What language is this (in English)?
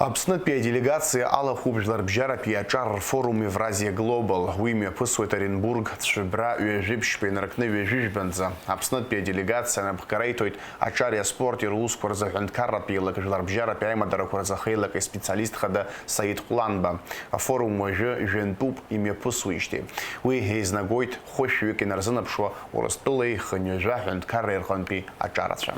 Abkhazian